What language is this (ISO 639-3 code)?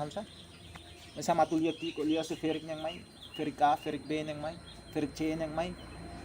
tet